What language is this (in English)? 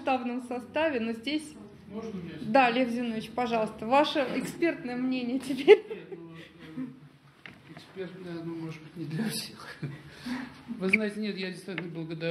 Russian